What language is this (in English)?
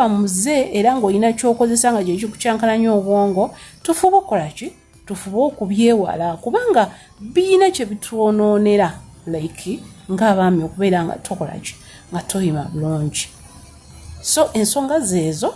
Ganda